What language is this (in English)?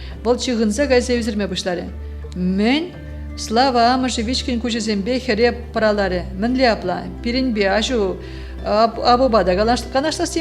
Chuvash